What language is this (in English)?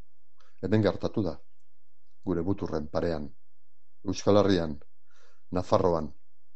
Basque